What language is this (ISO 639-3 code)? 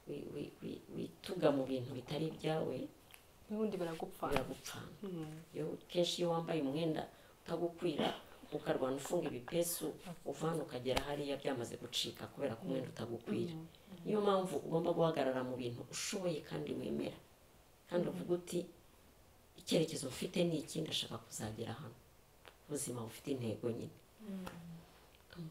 kin